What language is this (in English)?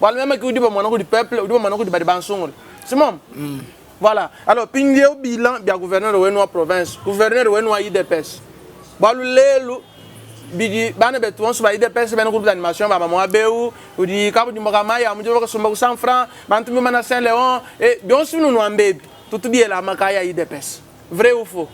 Luba-Lulua